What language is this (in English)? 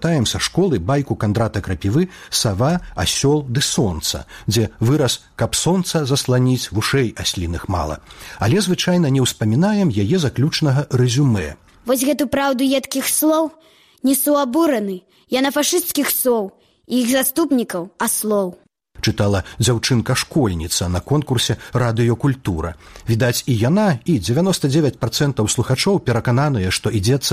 Belarusian